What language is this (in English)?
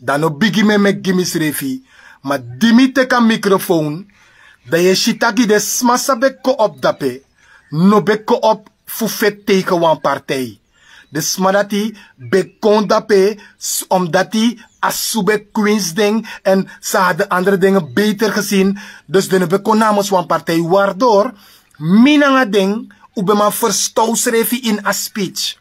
Sranan Tongo